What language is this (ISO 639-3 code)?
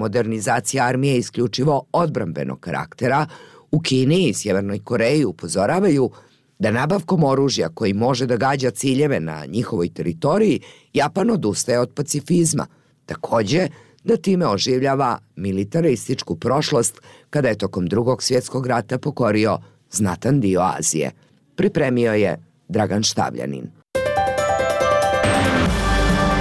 bos